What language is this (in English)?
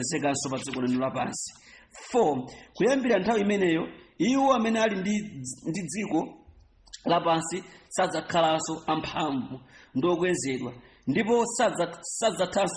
Nyanja